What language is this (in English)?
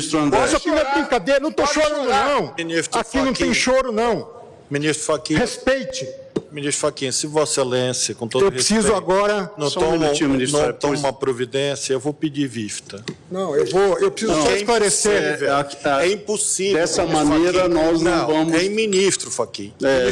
Portuguese